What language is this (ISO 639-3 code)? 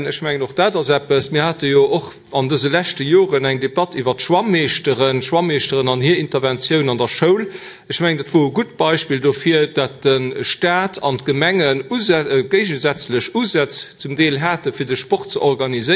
ltz